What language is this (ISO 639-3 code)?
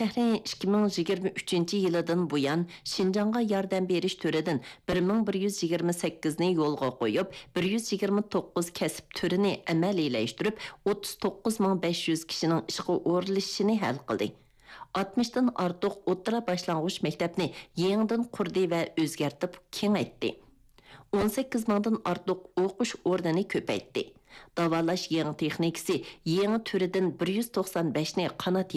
uig